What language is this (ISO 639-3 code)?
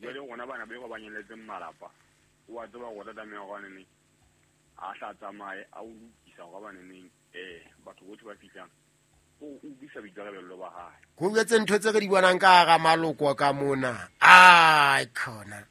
sot